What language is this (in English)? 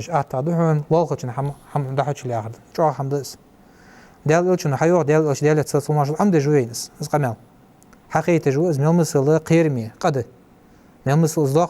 Ingush